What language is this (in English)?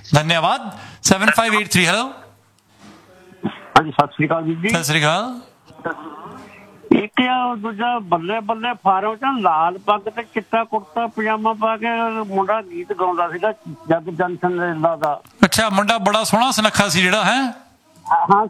Punjabi